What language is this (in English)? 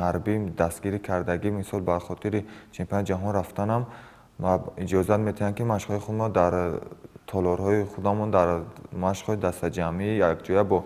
Tajik